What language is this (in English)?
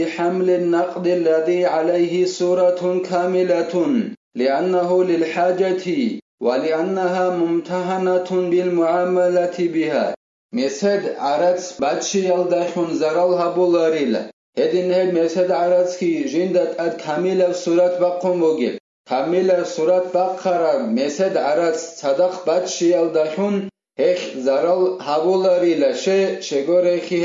Avaric